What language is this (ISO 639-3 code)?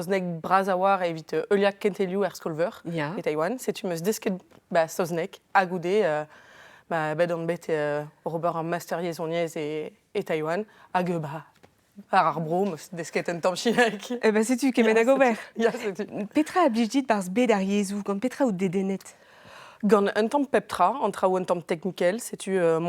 bre